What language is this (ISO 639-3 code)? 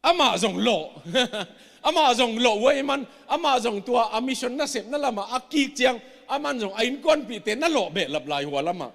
ctd